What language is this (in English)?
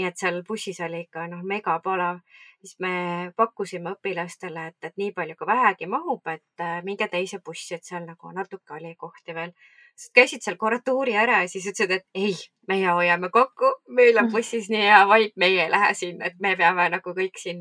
Estonian